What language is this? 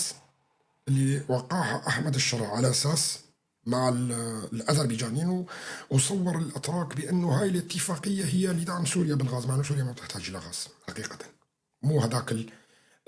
North Levantine Arabic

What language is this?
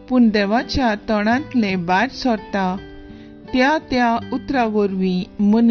Konkani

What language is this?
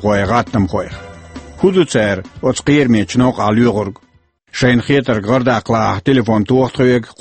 Chechen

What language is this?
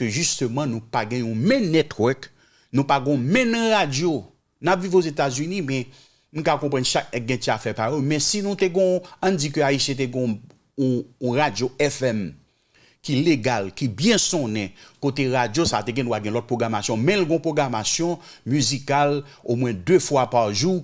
Haitian Creole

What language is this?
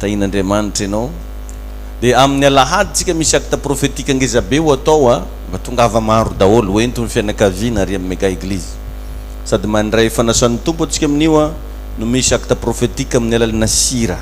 Malagasy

